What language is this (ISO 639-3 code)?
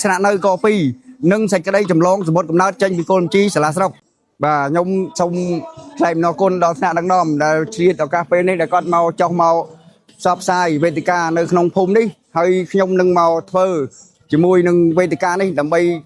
khm